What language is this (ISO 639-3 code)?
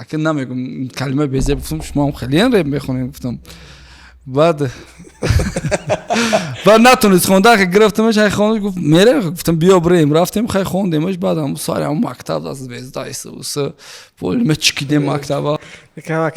tgk